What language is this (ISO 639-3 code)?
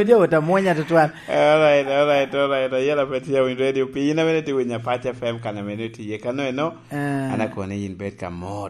laj